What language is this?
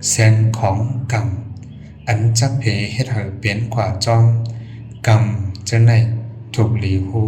Shan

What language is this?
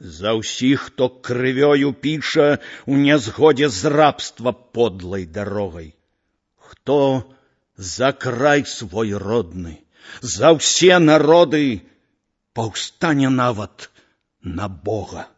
Belarusian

